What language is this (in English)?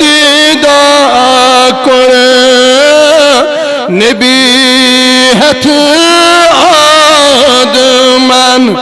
Kashmiri